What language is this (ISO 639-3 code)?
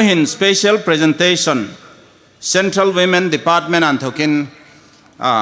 hmr